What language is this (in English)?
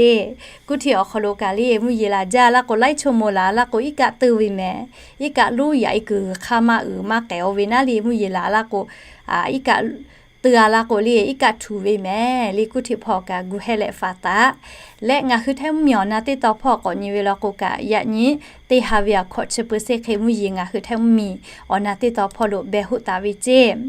Lahu